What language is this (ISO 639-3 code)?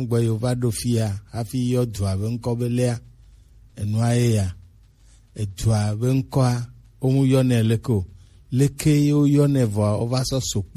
gej